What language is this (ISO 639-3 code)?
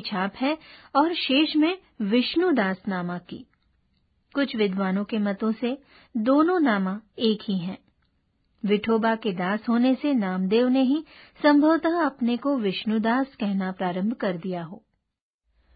hin